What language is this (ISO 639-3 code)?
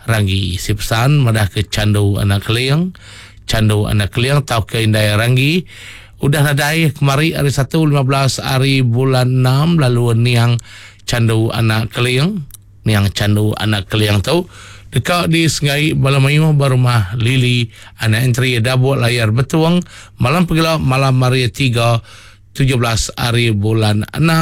iba